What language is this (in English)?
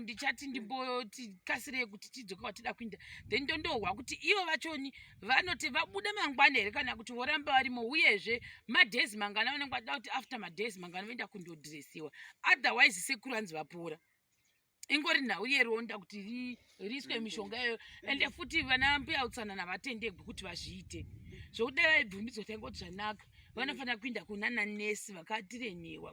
Shona